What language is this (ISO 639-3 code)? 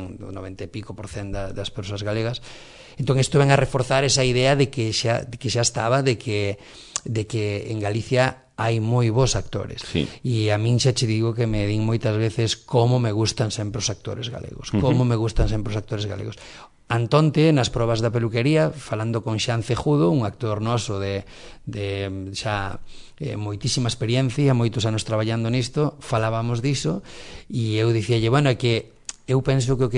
glg